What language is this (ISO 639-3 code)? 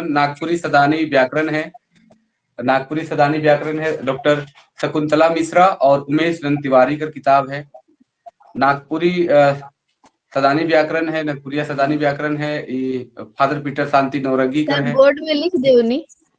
sck